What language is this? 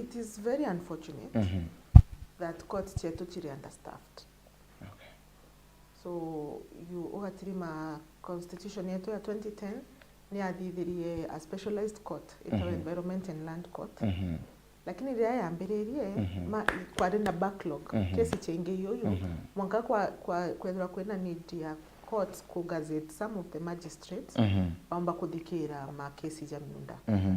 Meru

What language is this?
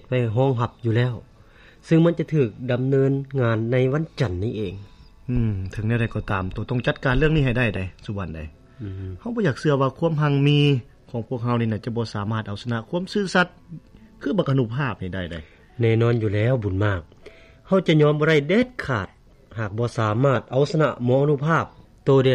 Lao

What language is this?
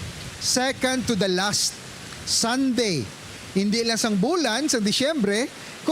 Hiligaynon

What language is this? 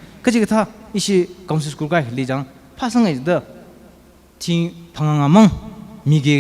Tangkhul Naga (India)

